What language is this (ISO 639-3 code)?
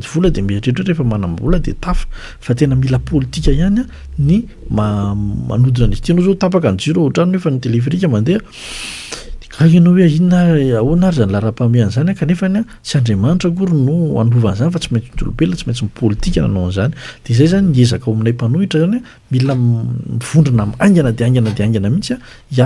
mlg